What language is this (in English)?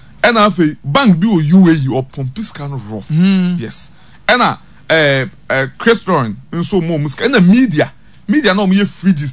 Akan